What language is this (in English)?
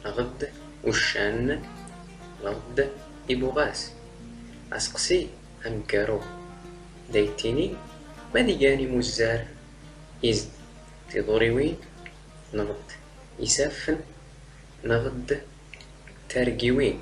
Standard Moroccan Tamazight